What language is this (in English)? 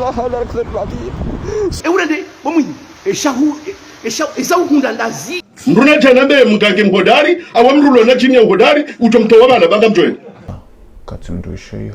Ngazidja Comorian